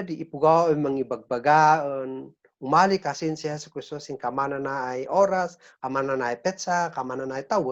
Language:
Kankanaey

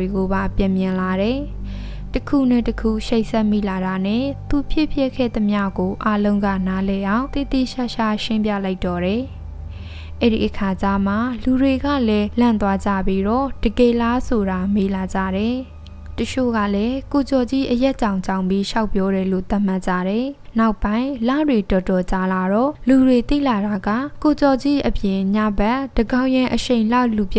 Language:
Burmese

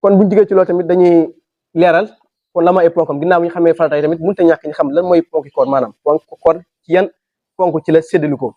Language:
Wolof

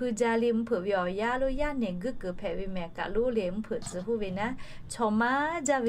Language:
Lahu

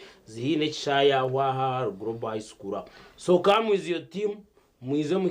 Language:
Nyankole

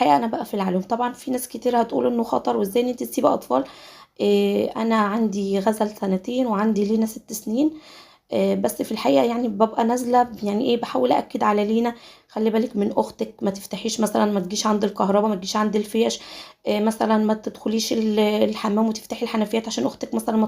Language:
Egyptian Arabic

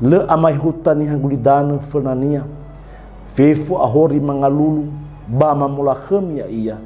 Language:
Nias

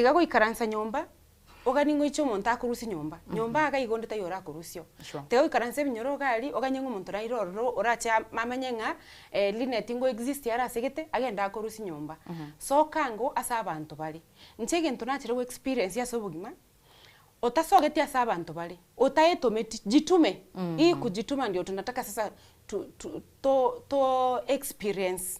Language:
Gusii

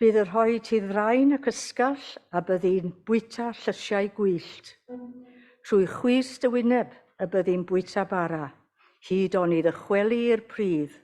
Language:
Welsh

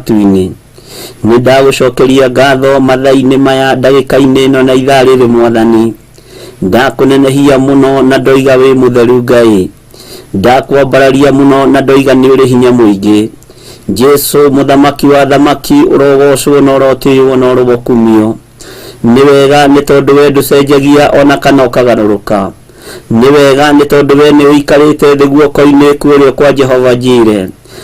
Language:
Kikuyu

